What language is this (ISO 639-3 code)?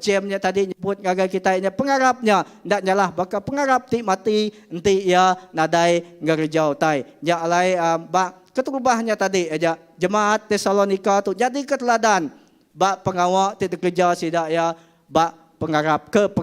iba